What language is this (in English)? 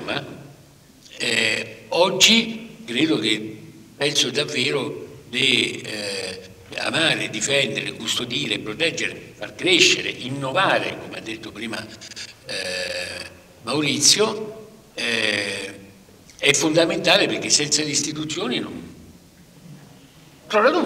Italian